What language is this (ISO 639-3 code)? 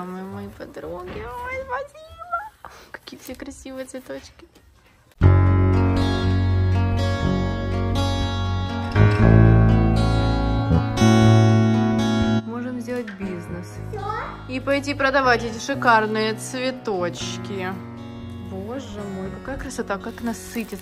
rus